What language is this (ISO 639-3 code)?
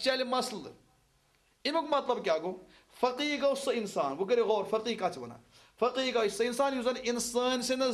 kas